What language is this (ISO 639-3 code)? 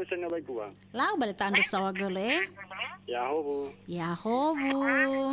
nia